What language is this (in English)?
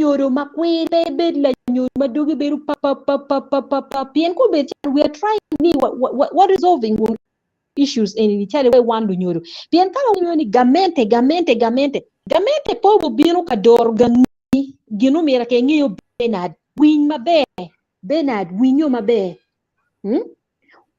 Acoli